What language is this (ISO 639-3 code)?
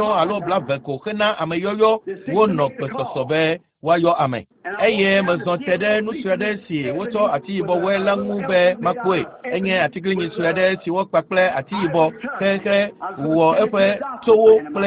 ewe